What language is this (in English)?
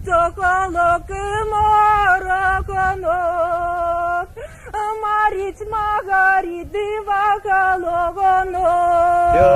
Erzya